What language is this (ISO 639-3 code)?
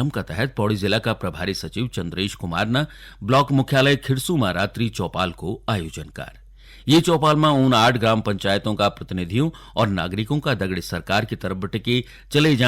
gbm